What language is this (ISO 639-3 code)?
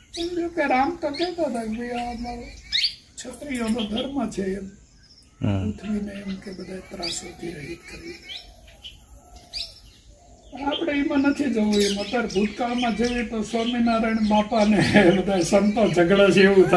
guj